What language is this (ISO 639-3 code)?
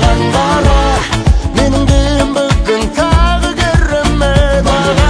kaz